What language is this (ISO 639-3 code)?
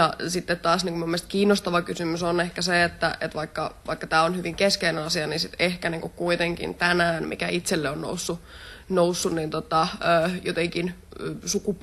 fin